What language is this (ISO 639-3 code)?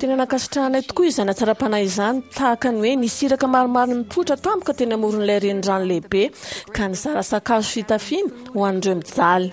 mlg